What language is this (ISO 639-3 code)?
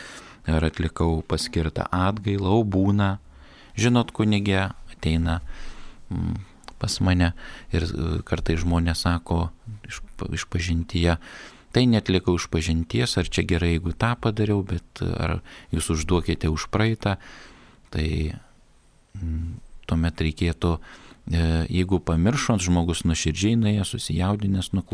lit